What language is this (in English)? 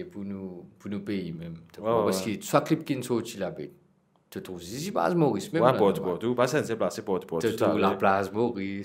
Morisyen